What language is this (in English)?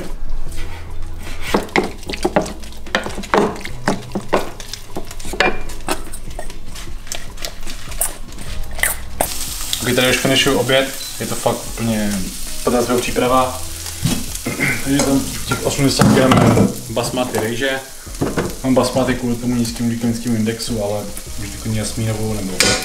Czech